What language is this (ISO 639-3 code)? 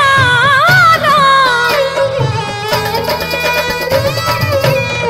bho